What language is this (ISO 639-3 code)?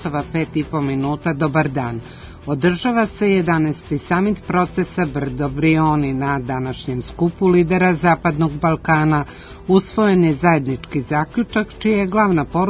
srp